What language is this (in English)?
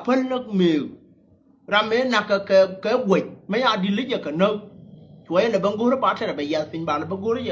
Nuer